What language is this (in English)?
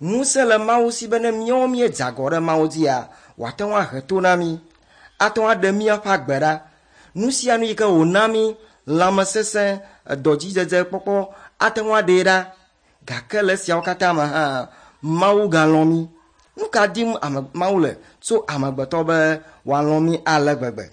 Ewe